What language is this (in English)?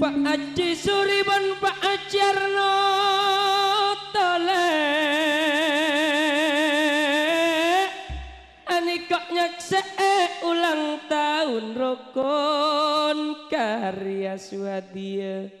Madurese